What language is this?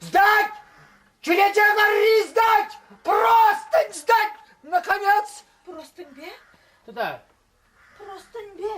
Chuvash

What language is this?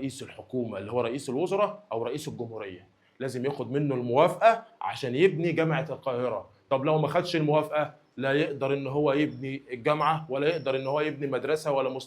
Egyptian Arabic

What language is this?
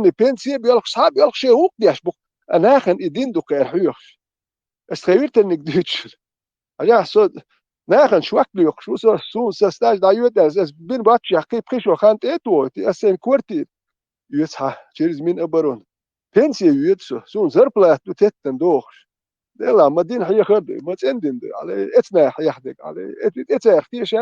Chechen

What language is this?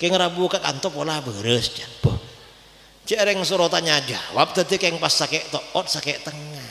Madurese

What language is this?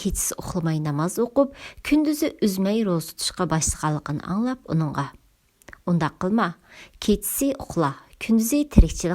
Uyghur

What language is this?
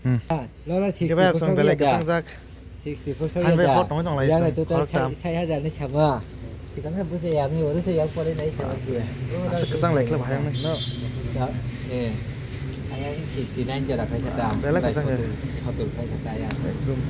Kok Borok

